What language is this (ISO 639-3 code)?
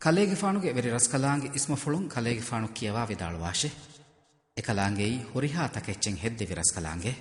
div